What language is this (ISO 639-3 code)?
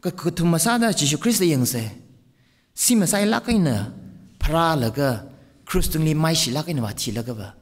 nmf